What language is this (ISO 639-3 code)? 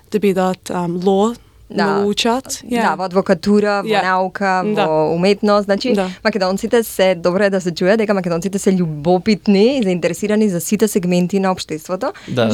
mkd